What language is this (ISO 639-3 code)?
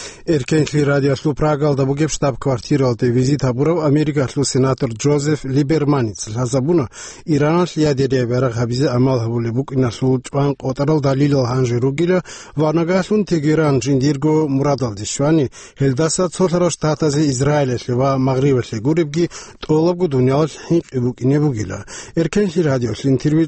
ava